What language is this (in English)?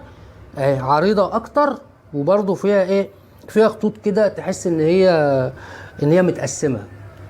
Egyptian Arabic